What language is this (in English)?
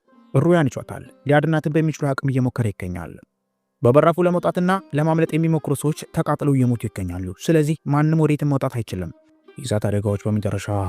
Amharic